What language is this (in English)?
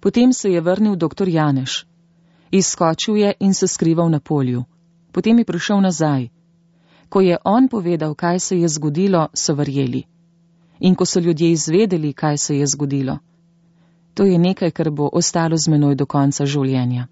Slovenian